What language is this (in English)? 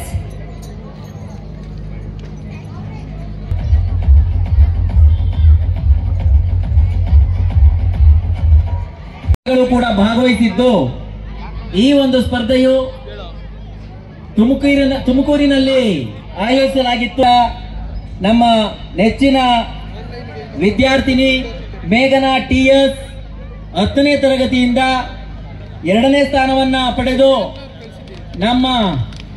Kannada